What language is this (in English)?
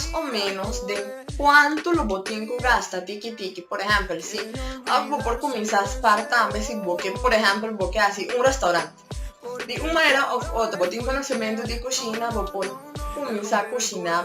Papiamento